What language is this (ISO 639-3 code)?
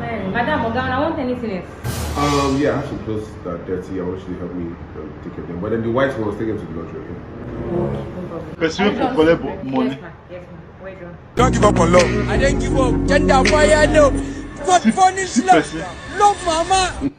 pcm